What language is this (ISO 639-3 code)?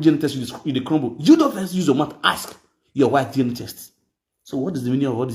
pcm